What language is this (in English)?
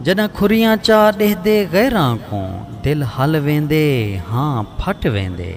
Saraiki